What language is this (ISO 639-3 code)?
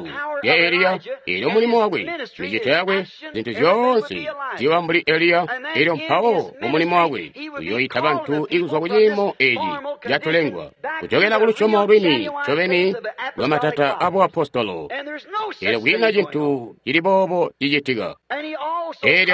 toi